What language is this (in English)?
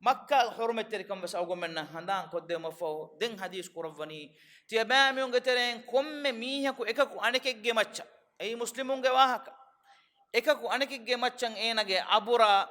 Divehi